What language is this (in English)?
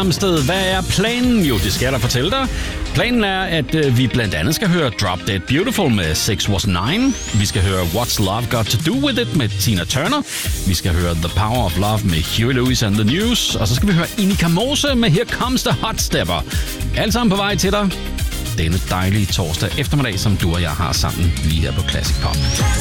Danish